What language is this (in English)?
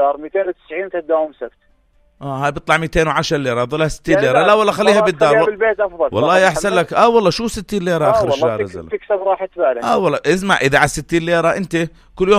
North Levantine Arabic